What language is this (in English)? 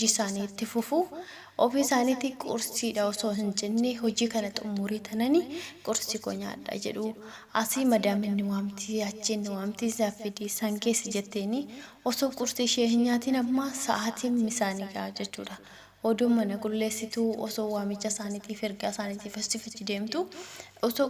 Oromo